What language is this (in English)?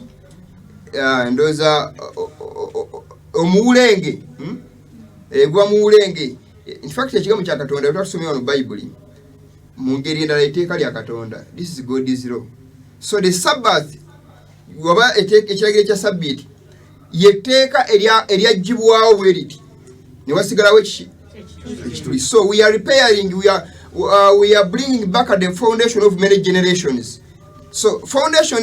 Ganda